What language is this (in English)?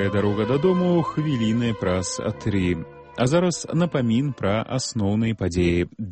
Belarusian